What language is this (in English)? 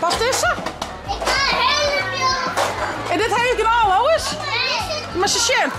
Western Frisian